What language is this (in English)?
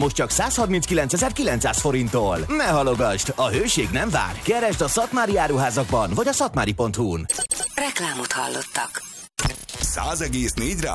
Hungarian